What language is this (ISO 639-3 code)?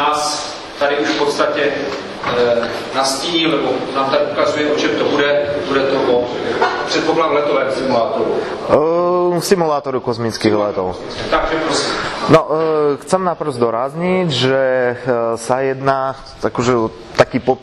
slk